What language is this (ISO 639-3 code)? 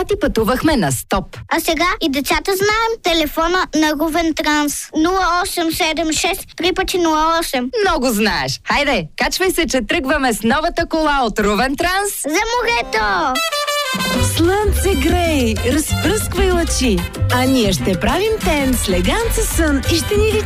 bul